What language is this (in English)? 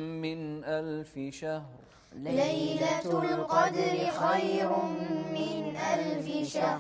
Arabic